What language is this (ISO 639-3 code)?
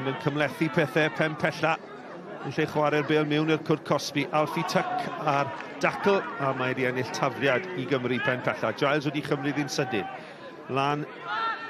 cym